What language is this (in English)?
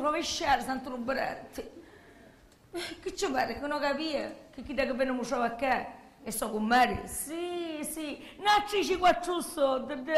Sicilian